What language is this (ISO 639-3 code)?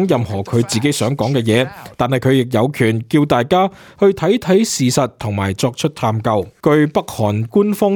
yue